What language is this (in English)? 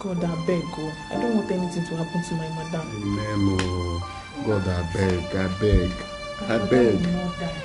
Nigerian Pidgin